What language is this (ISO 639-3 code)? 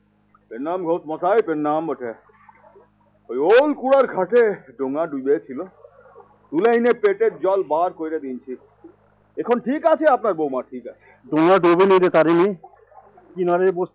ben